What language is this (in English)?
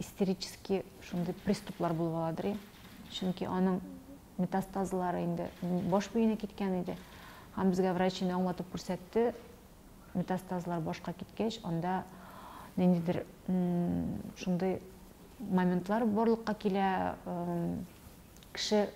Tatar